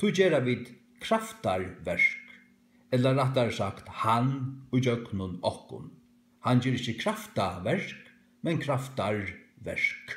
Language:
Faroese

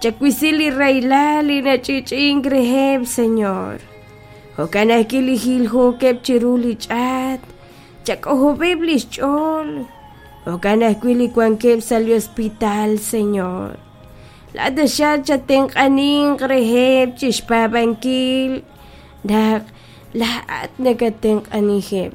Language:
Kekchí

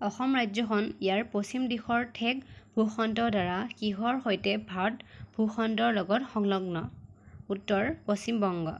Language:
Assamese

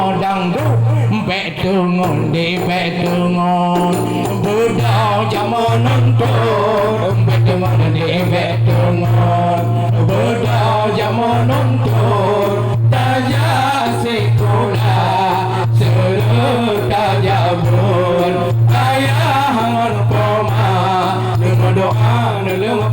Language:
Achinese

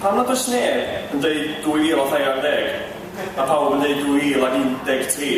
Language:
Welsh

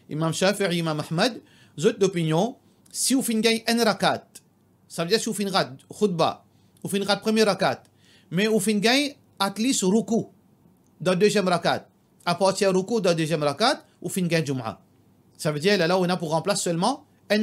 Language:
Morisyen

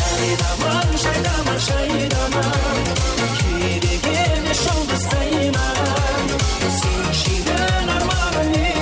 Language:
Kara-Kalpak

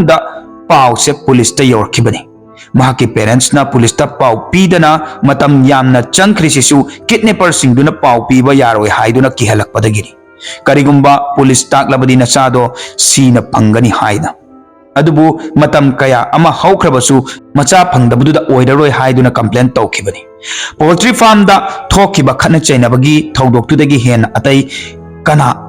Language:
Manipuri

